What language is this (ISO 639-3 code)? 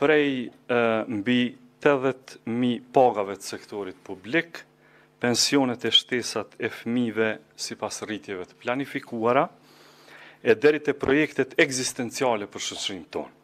sqi